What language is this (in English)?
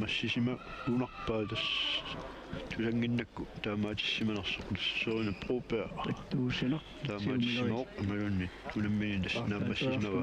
Kalaallisut